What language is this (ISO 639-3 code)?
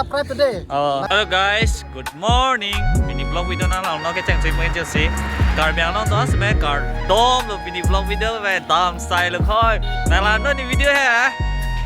mjw